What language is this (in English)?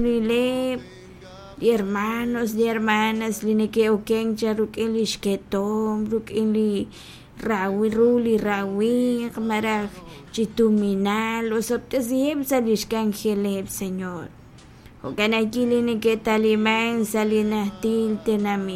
Kekchí